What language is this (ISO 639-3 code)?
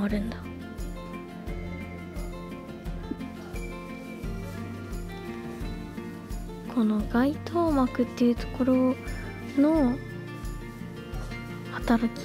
jpn